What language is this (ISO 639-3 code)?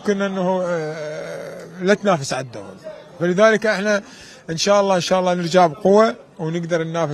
acm